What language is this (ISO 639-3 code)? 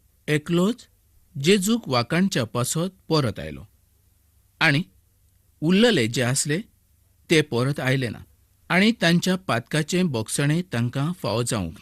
kok